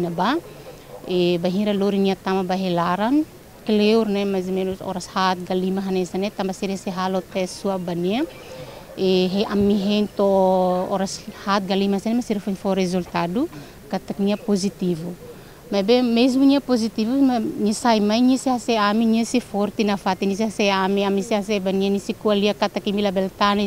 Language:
Tetum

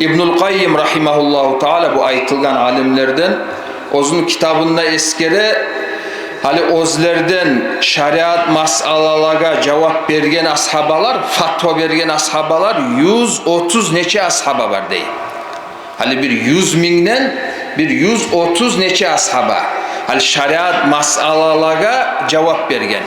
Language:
Kumyk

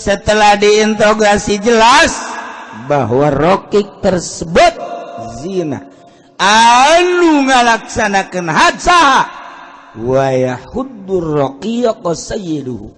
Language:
Sundanese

